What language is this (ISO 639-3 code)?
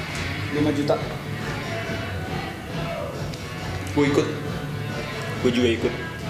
ind